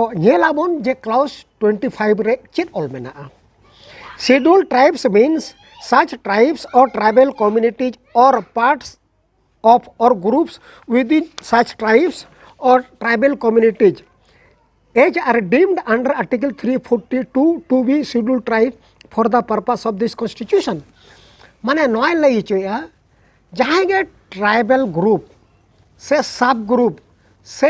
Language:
Santali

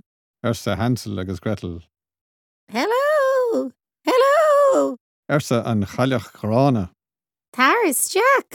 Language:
Irish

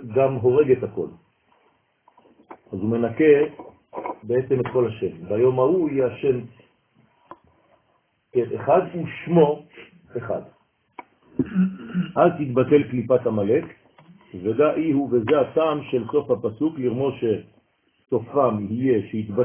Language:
Hebrew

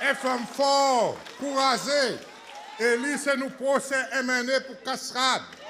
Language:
Seselwa Creole French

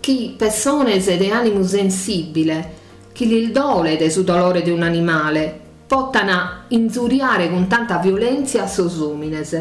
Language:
Sardinian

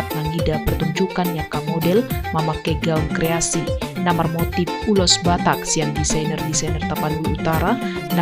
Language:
Batak Toba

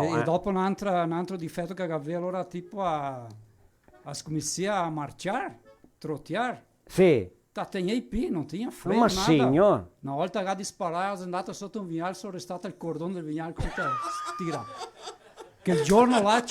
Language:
Venetian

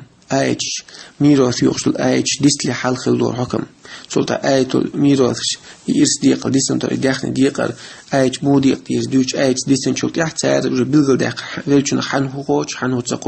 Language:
Chechen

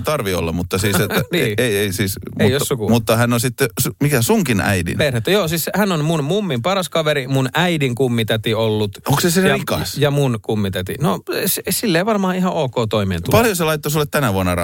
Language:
Finnish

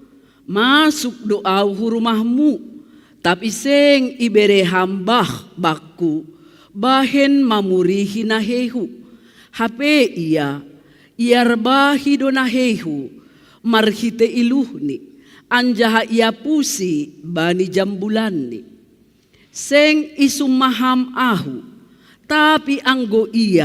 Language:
Batak Simalungun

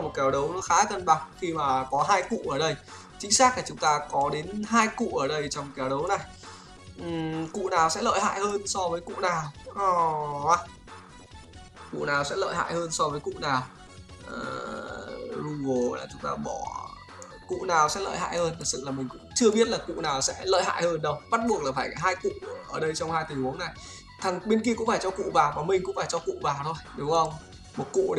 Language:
Vietnamese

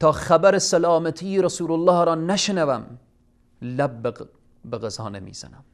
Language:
Persian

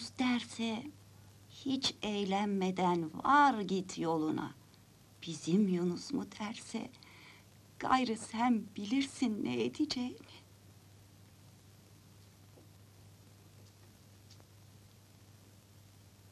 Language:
Turkish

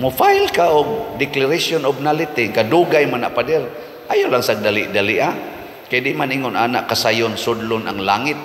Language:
Cebuano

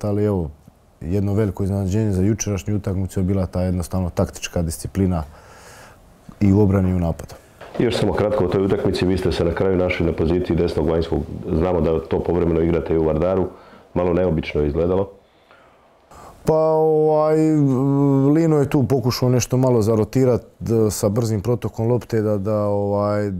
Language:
Croatian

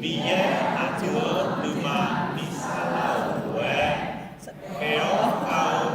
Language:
Akha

